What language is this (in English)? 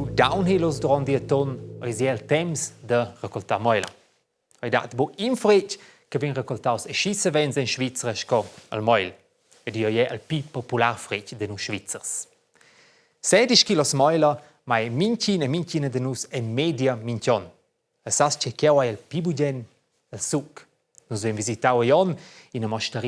Romansh